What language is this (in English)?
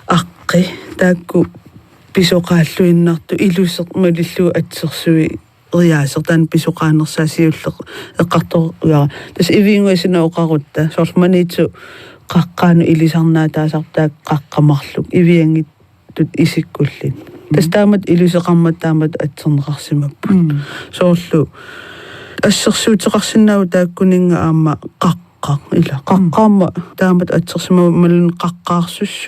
Kalaallisut